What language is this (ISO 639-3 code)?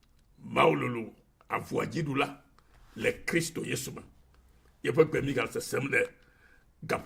ewe